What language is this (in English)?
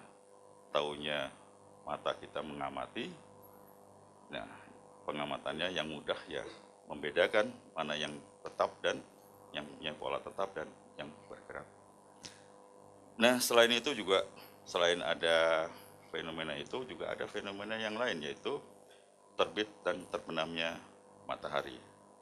Indonesian